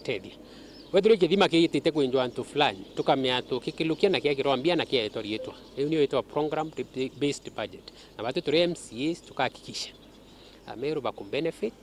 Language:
Meru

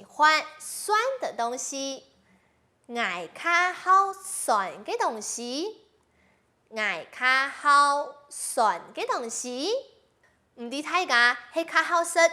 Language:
Hakka Chinese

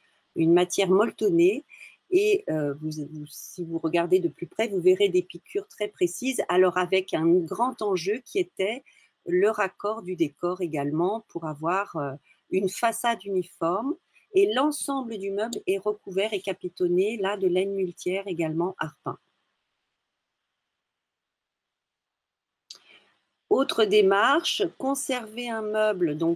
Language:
French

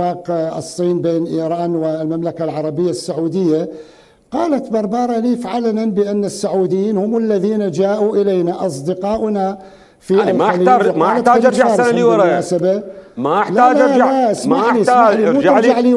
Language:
Mesopotamian Arabic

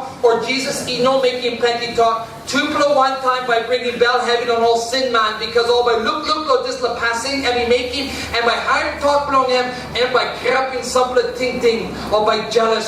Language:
Tok Pisin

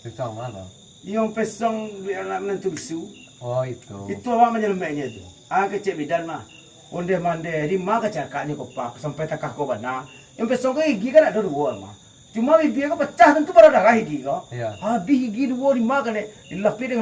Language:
Minangkabau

